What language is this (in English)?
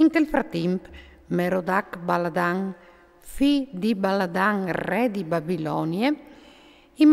Friulian